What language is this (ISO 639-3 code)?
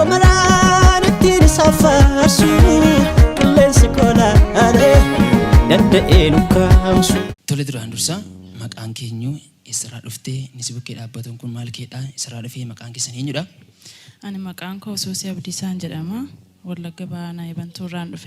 orm